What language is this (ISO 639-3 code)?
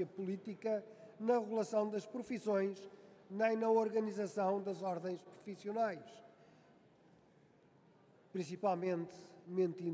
por